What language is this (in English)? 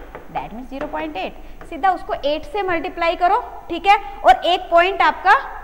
Hindi